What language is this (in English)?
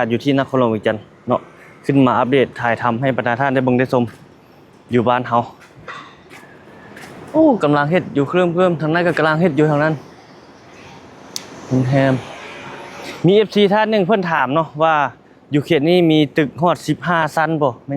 Lao